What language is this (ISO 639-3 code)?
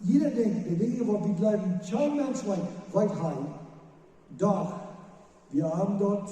pdt